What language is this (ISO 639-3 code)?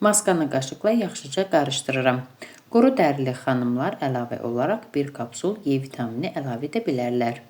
aze